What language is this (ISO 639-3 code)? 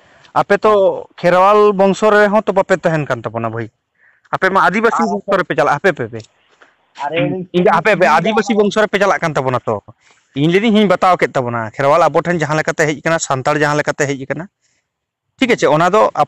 sat